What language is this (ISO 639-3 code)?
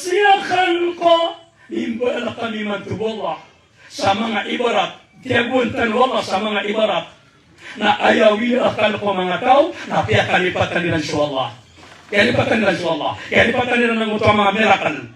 mrw